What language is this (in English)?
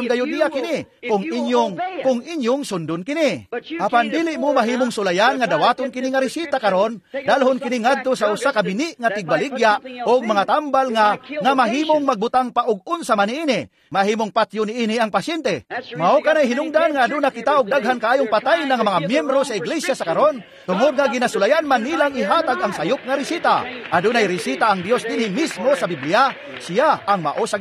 Cebuano